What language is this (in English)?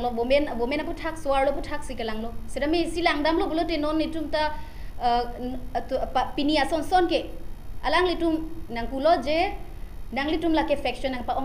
Karbi